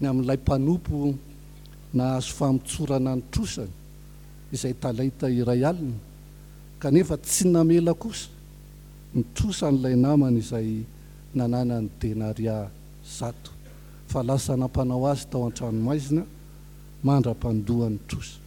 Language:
Malagasy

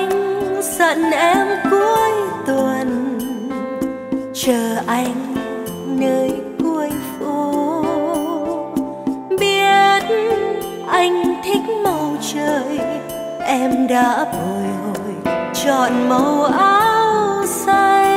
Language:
Vietnamese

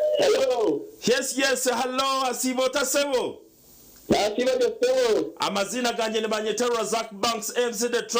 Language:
Nyankole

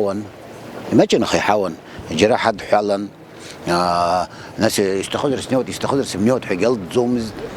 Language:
Abkhazian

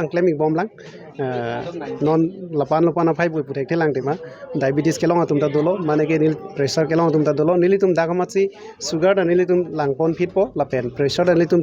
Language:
Karbi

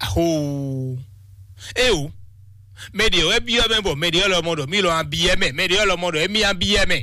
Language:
Fon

